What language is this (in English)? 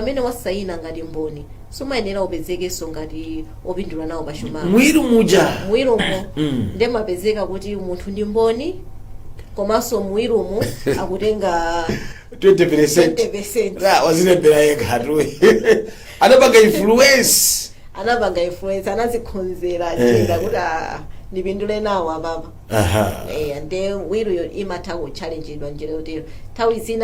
Nyanja